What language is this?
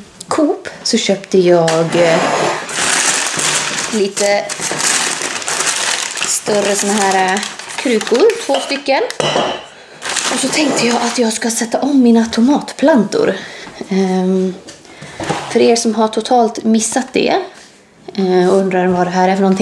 Swedish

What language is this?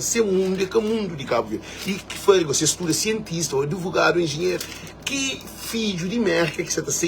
Kabuverdianu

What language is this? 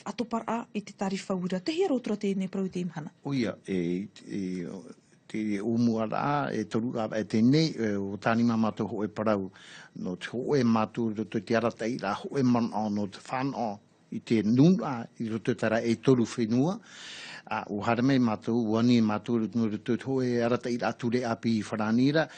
Tahitian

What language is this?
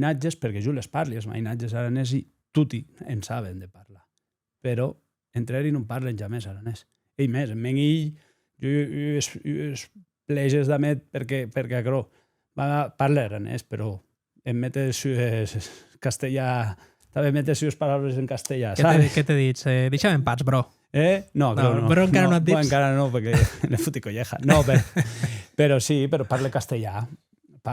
Occitan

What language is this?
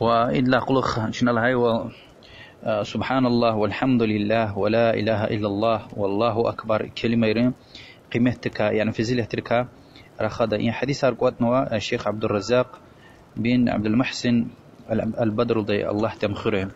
Lezghian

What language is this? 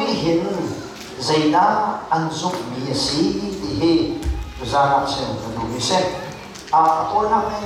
Hakha Chin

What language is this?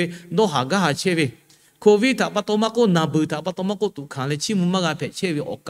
Lahu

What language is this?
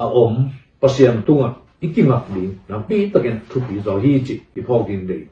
Tedim Chin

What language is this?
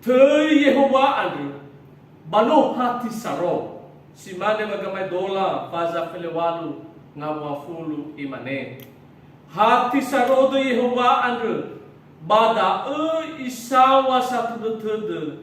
Nias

